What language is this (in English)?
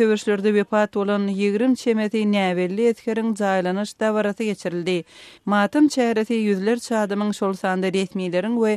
Turkmen